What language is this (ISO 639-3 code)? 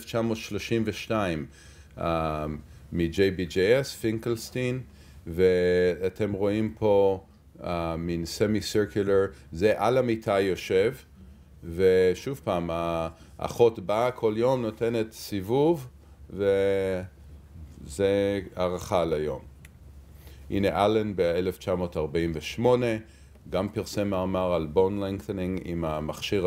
heb